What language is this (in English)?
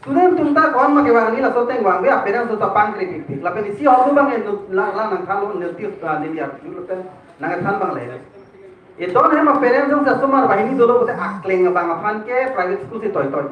Karbi